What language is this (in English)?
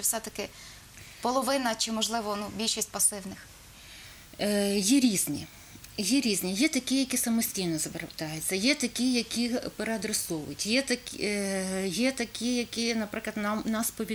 Ukrainian